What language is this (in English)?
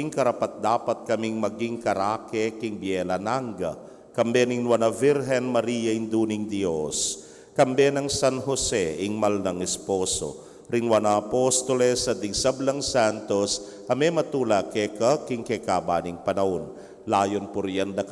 Pampanga